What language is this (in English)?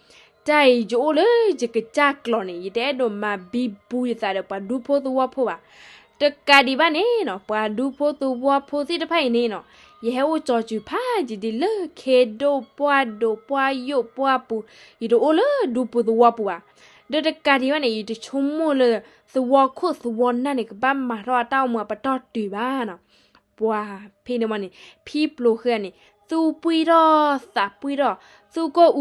S'gaw Karen